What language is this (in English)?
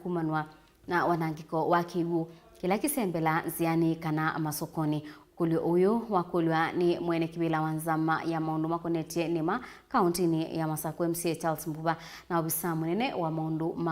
Kamba